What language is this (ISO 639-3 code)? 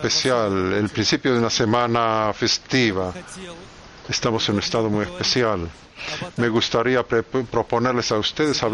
spa